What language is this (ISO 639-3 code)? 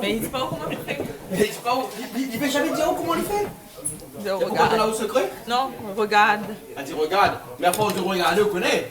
rcf